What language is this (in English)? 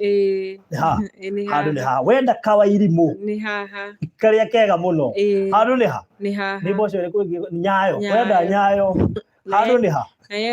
Kikuyu